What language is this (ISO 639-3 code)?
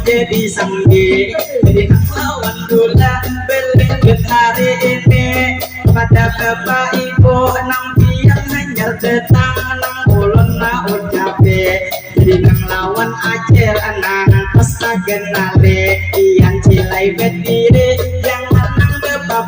bjn